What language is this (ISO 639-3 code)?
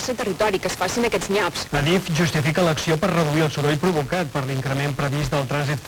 cat